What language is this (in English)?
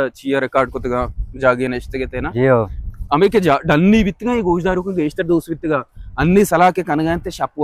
Baluchi